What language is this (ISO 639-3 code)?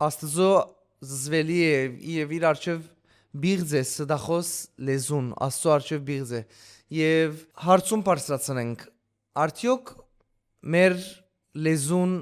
hyw